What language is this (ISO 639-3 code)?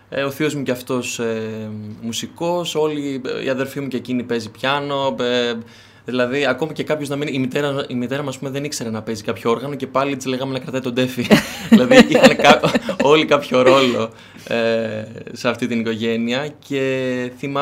ell